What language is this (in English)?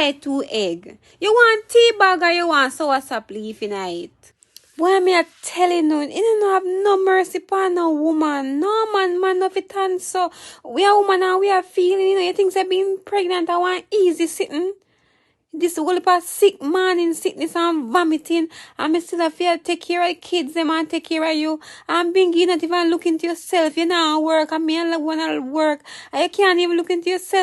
Jamaican Creole English